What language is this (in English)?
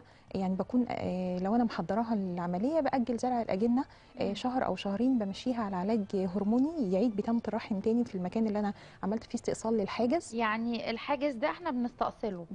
Egyptian Arabic